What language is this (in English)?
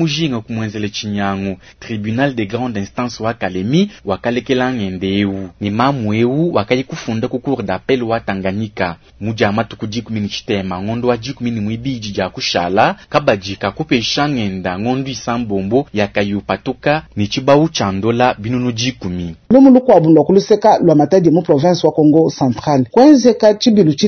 Luba-Lulua